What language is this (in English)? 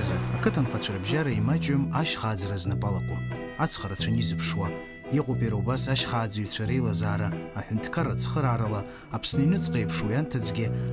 Abkhazian